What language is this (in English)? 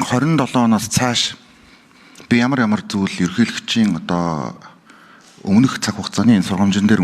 Mongolian